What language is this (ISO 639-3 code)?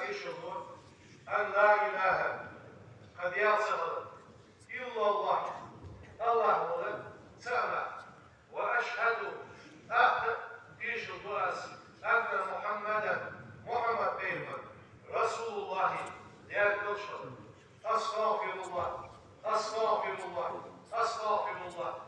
inh